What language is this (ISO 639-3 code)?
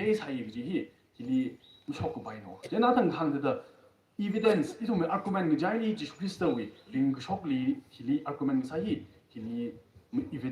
nmf